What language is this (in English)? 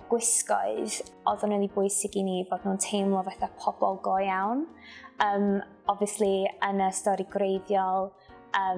Welsh